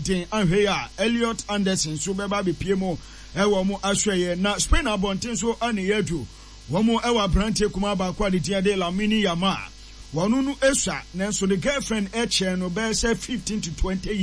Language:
Akan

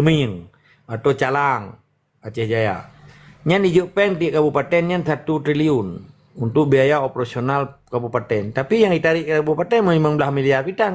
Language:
Achinese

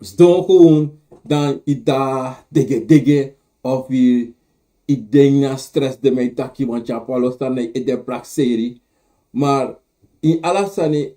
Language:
Sranan Tongo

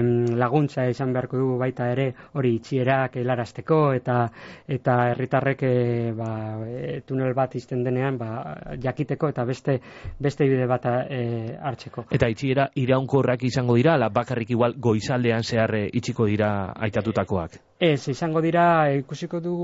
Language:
Basque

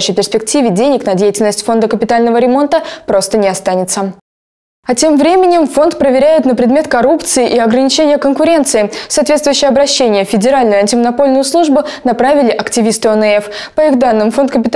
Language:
Russian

